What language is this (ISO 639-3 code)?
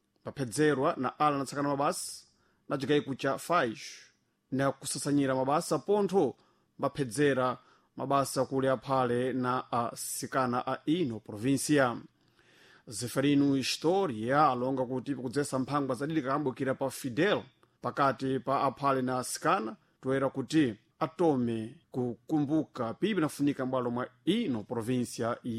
seh